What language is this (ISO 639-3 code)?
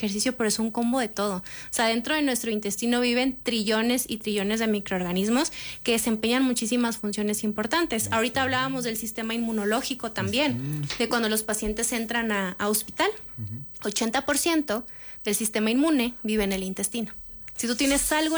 spa